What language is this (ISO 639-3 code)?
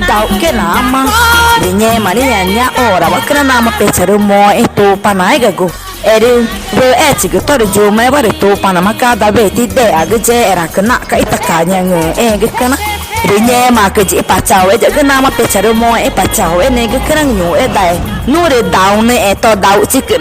tca